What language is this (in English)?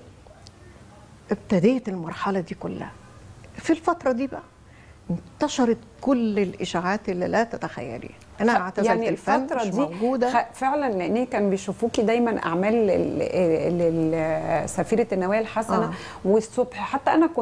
Egyptian Arabic